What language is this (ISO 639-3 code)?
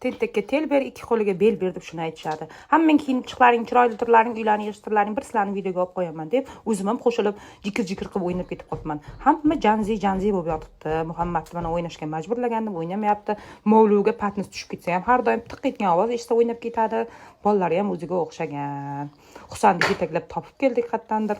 uzb